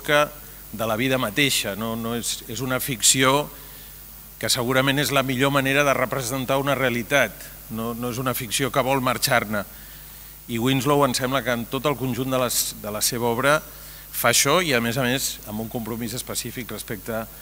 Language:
Catalan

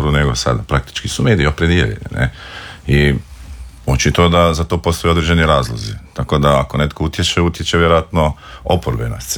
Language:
Croatian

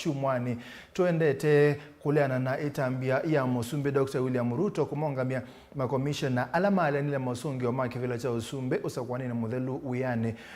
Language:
Kamba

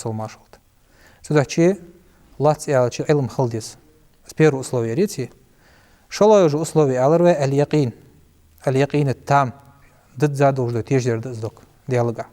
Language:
Ingush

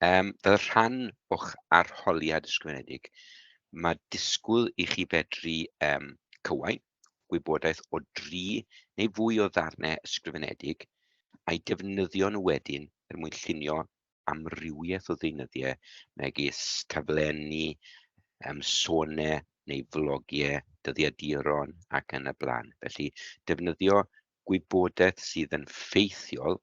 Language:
Welsh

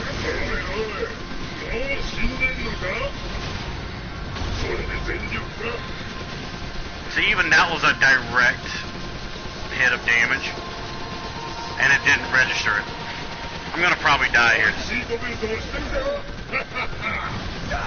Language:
English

